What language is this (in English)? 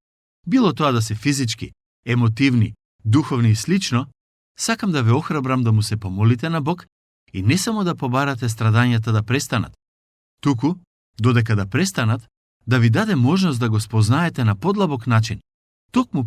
Macedonian